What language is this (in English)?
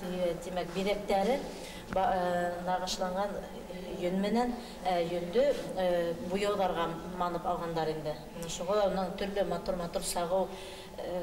Bashkir